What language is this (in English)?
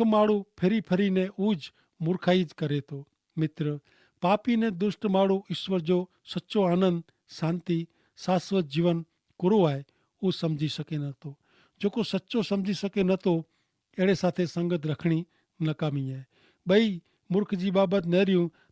Kachhi